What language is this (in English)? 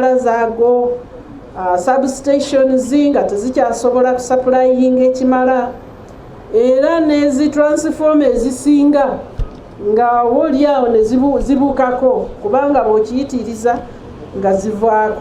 Ganda